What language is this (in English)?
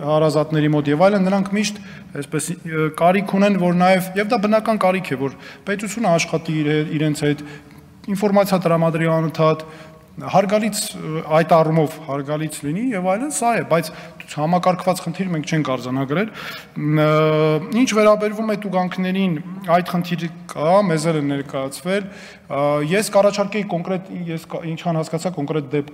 Armenian